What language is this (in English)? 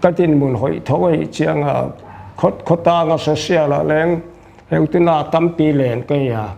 Paite Chin